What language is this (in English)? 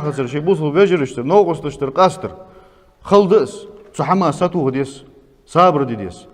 Ingush